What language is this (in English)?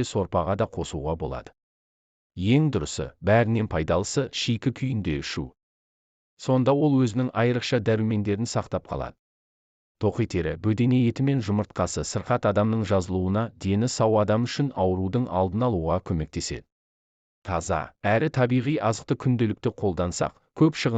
Kazakh